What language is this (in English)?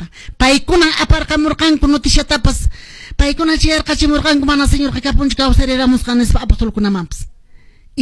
Quechua